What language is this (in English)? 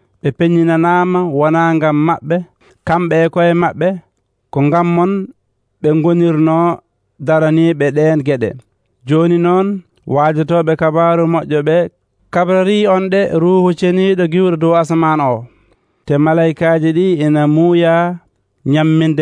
Nigerian Fulfulde